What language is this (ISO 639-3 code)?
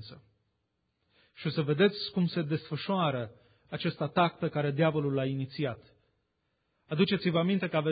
ron